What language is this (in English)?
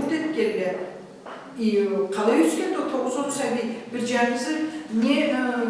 Karachay-Balkar